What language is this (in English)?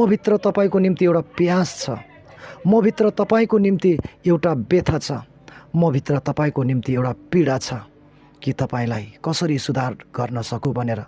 Nepali